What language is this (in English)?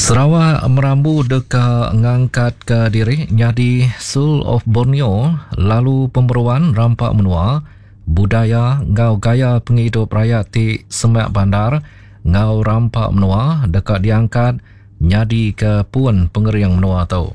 Iban